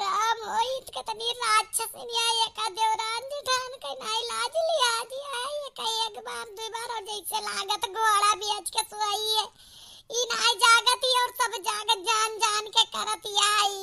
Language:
Awadhi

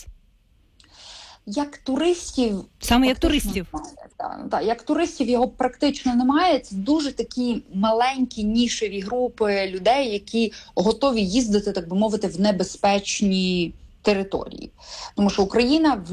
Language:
Ukrainian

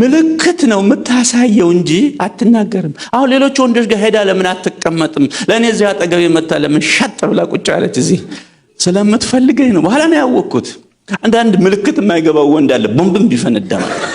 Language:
Amharic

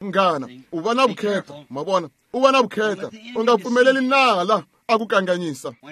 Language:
Tsonga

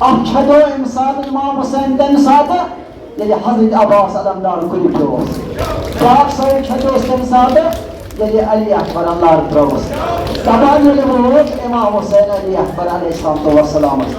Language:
Kashmiri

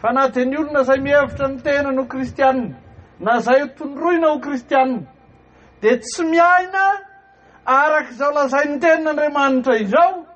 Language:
Malagasy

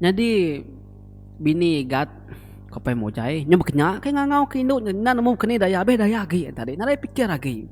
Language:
Iban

